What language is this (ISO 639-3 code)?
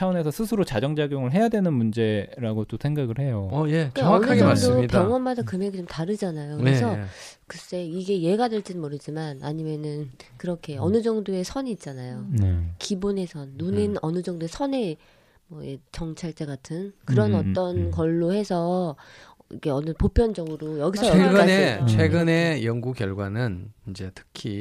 kor